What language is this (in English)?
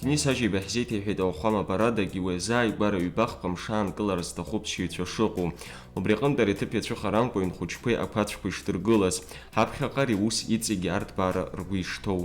Abkhazian